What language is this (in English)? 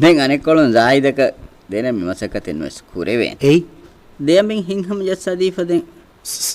Divehi